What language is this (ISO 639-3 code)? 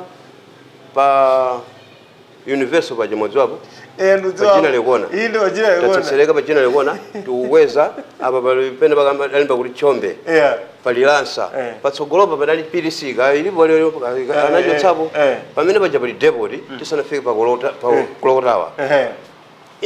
nya